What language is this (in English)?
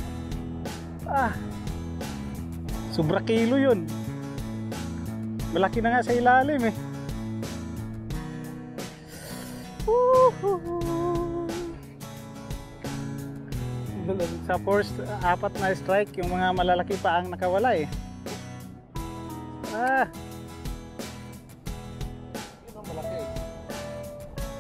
Filipino